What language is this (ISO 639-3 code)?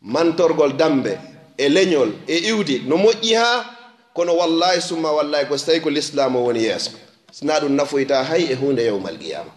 ful